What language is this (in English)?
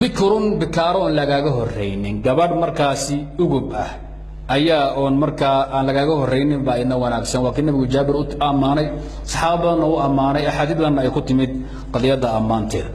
Somali